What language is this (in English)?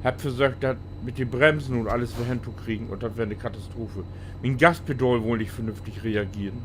Low German